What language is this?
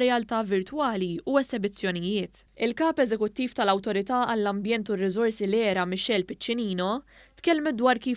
Maltese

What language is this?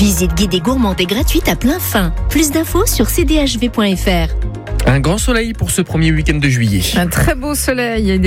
French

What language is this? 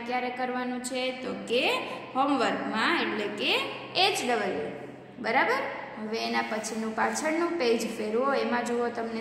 Gujarati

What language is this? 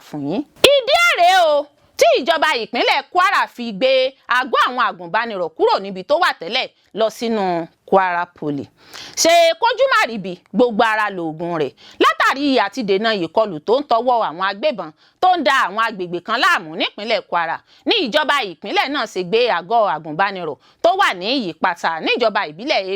Yoruba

